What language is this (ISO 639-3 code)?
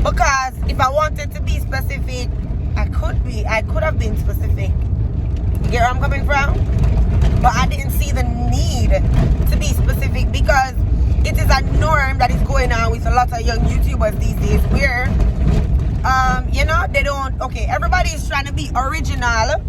jam